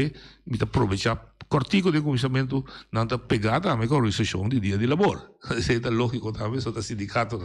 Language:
Papiamento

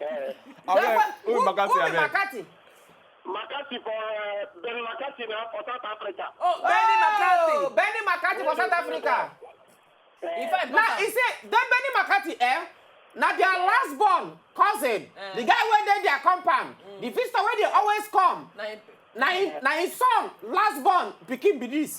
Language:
Nigerian Pidgin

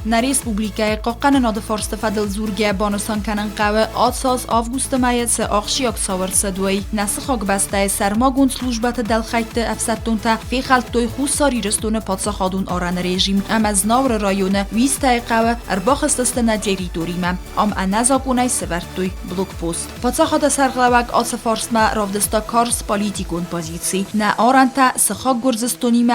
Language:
Ossetic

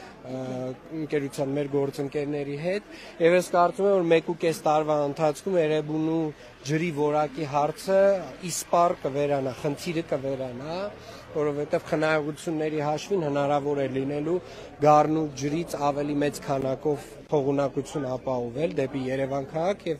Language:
Armenian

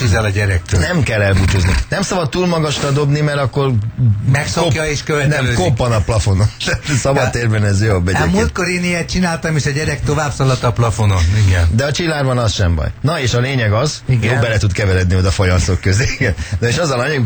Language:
Hungarian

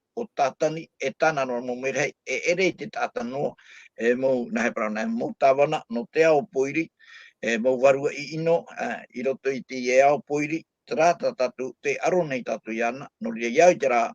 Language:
Tahitian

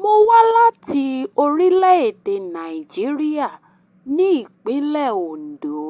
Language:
Yoruba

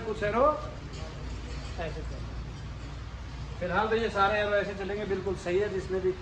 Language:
Hindi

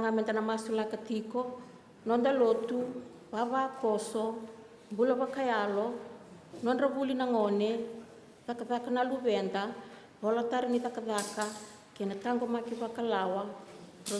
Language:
Fijian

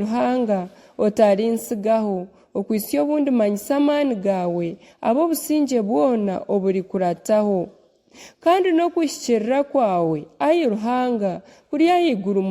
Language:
Nyankole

